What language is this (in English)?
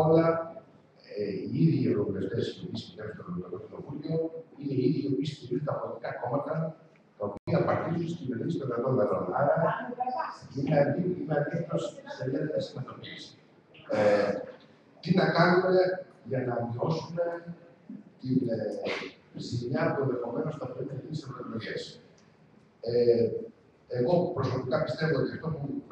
Greek